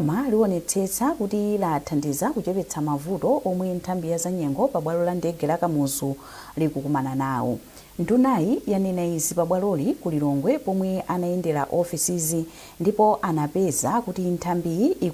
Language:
Nyanja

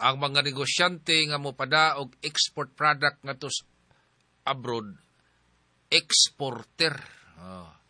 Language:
Cebuano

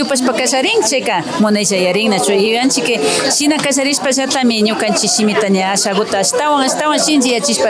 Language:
Imbabura Highland Quichua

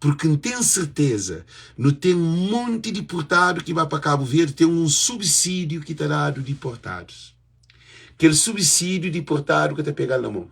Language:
Kabuverdianu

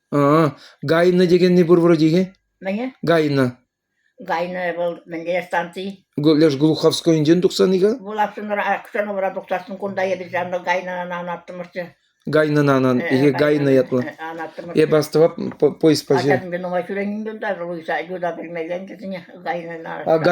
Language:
Chuvash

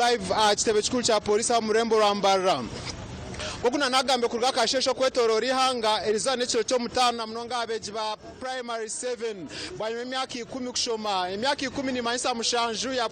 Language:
Nyankole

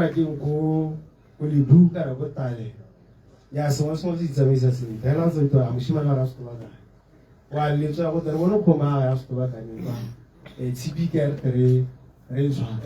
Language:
Tswana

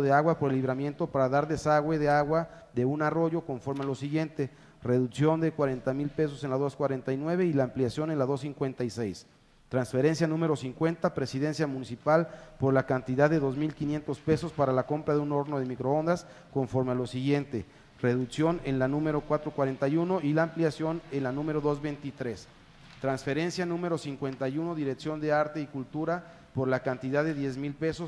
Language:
Spanish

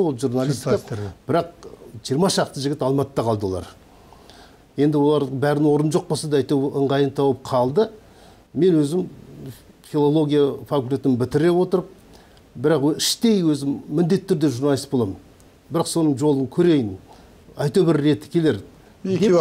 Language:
Kazakh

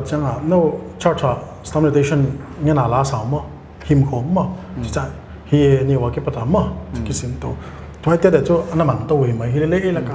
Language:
Paite Chin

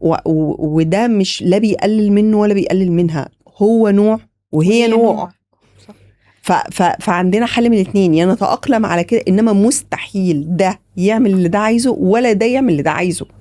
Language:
Egyptian Arabic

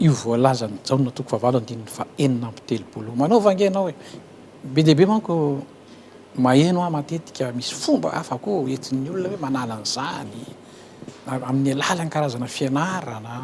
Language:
Malagasy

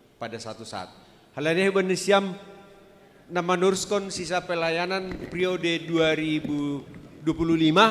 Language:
Batak Simalungun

